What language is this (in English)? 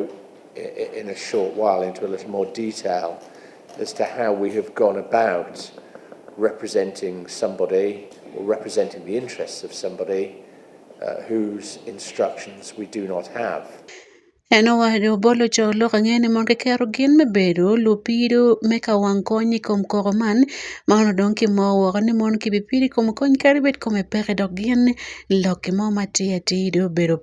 Acoli